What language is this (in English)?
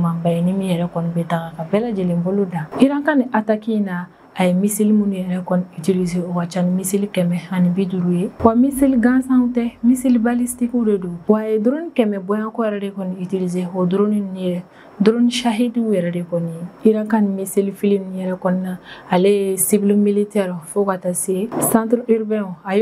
Bambara